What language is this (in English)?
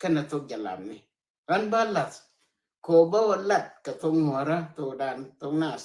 Nuer